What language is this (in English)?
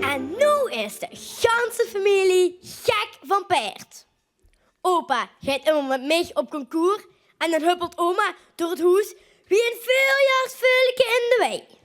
Limburgish